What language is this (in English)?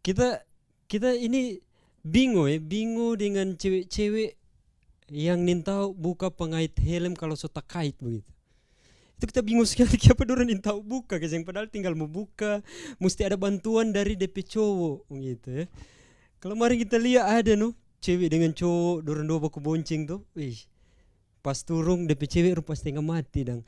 Manado Malay